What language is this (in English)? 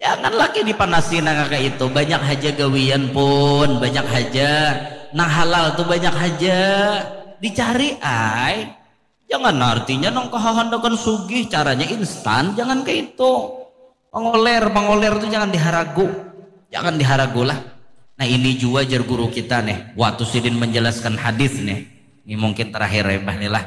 Banjar